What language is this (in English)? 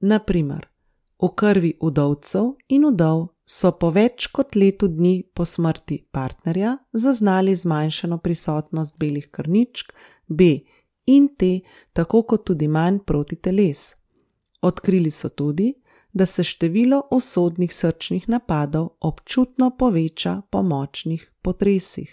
Slovenian